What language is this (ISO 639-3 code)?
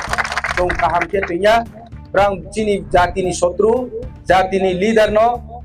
ria